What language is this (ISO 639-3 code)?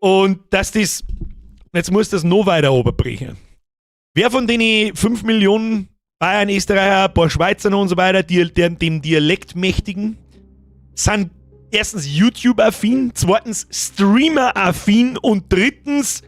bar